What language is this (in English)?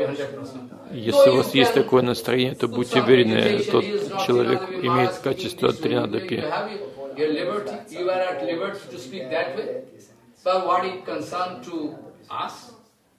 Russian